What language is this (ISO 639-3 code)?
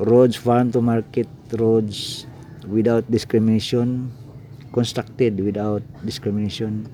ceb